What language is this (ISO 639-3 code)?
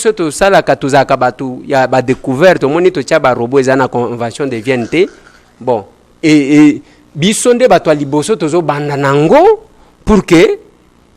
lin